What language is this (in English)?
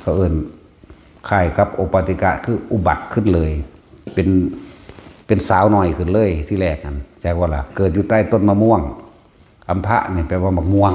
Northeastern Thai